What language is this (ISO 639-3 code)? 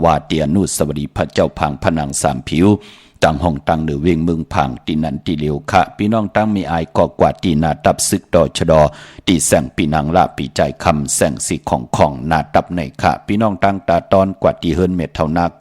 shn